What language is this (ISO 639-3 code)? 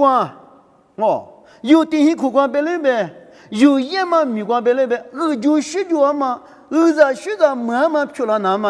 lis